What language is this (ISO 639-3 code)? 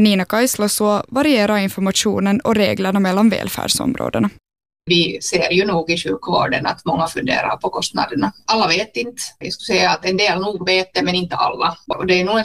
swe